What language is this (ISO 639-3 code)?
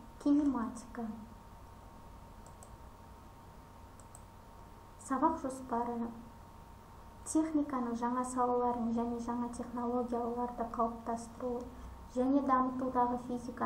kaz